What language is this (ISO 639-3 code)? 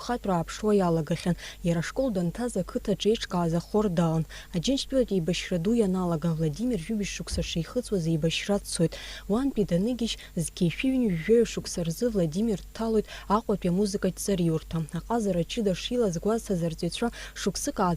abk